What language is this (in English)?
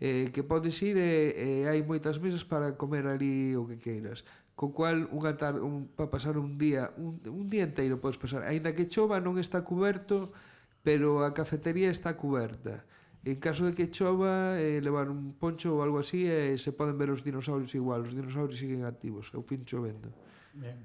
Galician